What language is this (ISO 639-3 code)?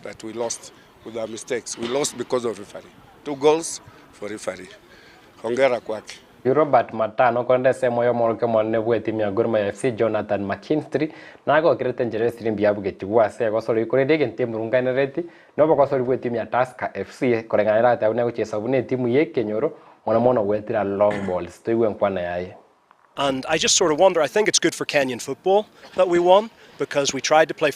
guz